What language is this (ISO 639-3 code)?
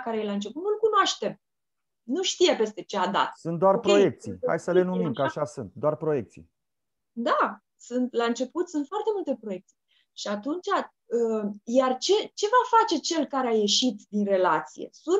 ron